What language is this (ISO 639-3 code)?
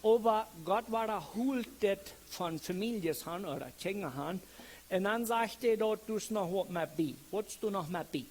pdt